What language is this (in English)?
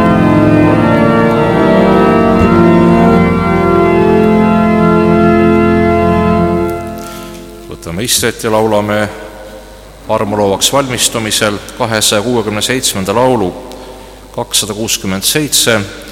Estonian